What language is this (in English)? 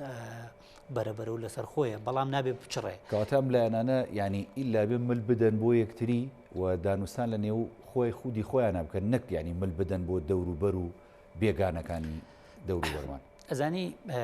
Central Kurdish